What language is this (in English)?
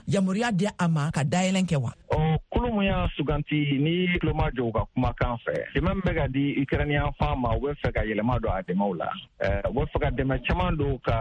Bambara